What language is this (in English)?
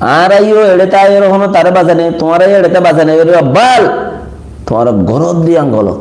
Rohingya